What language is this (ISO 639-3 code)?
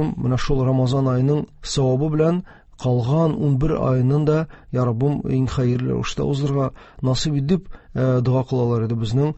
tat